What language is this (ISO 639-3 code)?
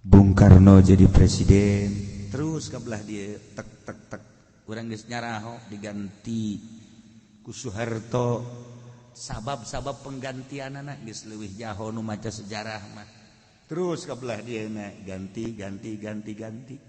sun